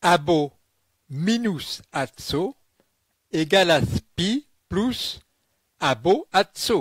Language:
Esperanto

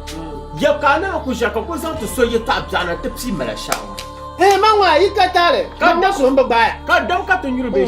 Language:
Dagbani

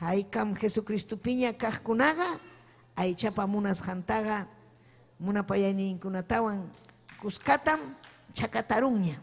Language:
Ayacucho Quechua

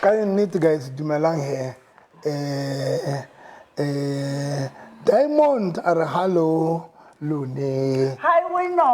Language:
Southern Sotho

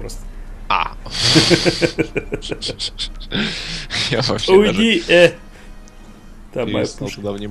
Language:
Russian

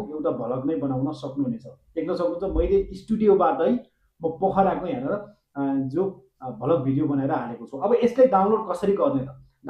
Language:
Nepali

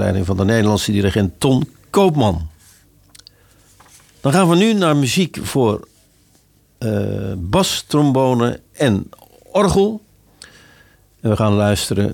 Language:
Dutch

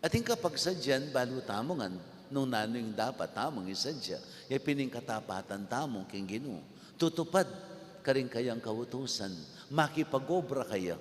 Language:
Pampanga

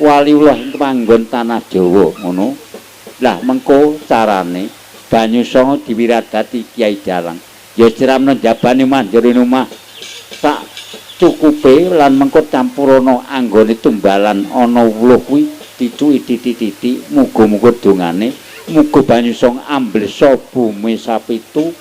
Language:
Javanese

